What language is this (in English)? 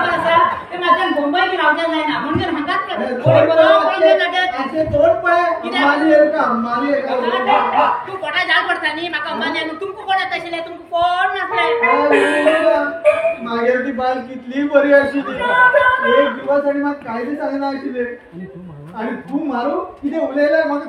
Konkani